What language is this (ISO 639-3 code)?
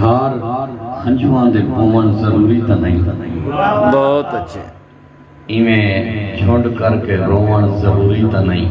skr